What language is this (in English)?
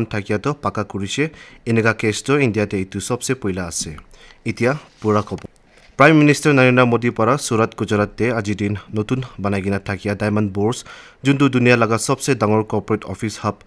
Naga Pidgin